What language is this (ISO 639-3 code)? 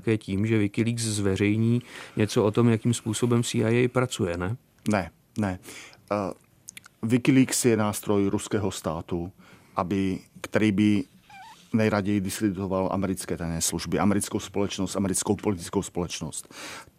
ces